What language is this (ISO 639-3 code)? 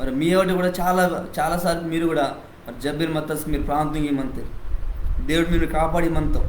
kff